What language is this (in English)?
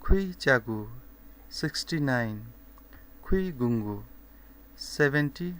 Newari